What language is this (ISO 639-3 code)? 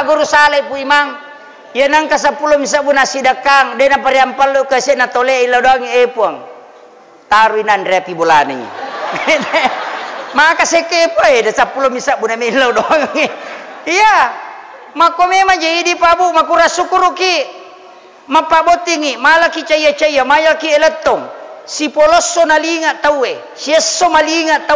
bug